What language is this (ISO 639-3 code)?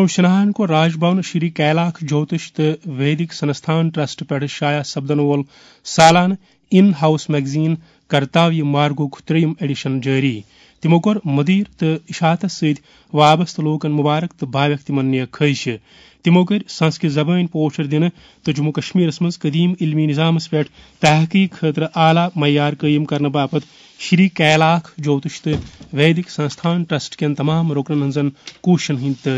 kas